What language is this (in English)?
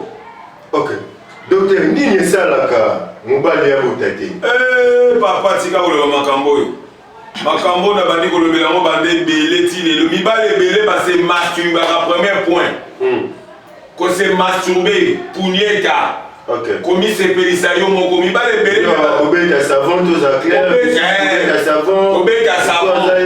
Lingala